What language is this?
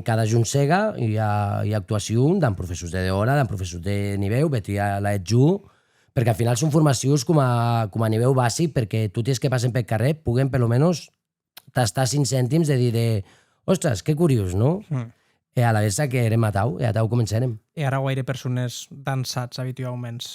Occitan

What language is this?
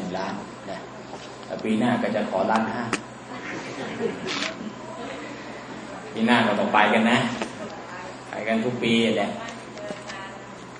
Thai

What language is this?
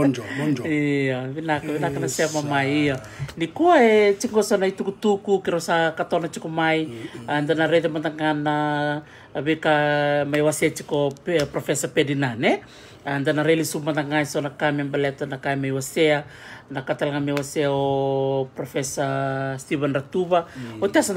Fijian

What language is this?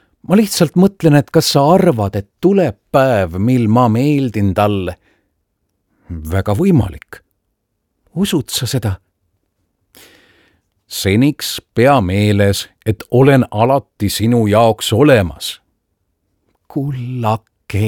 Estonian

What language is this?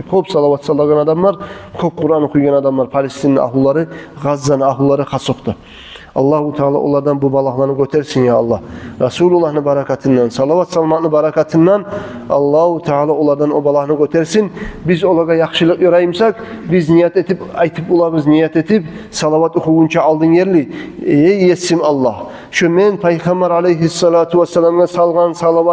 Kumyk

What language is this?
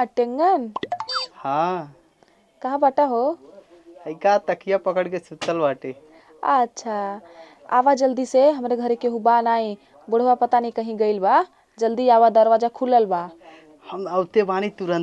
Bhojpuri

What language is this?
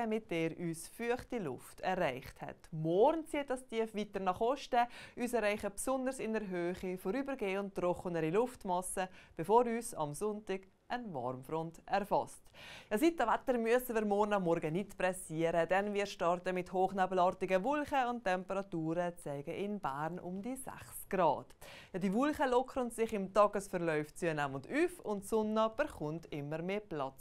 Swiss German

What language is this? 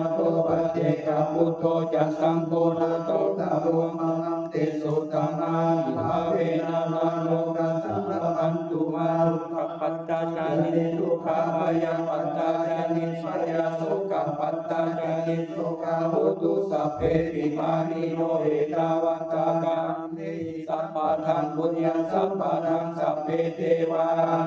Pali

